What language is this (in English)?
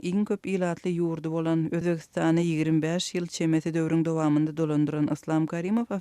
Turkmen